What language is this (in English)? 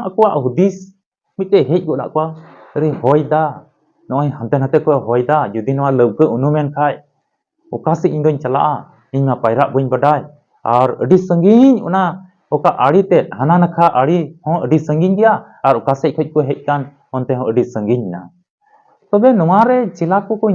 Santali